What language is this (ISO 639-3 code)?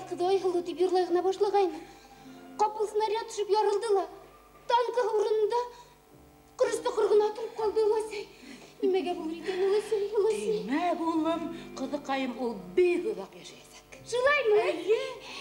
bak